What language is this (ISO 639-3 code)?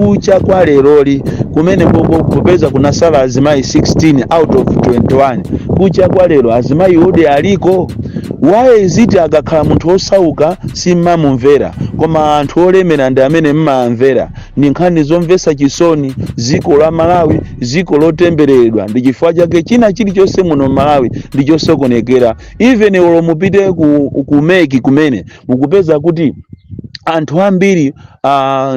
nya